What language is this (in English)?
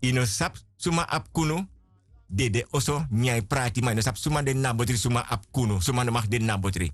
Sranan Tongo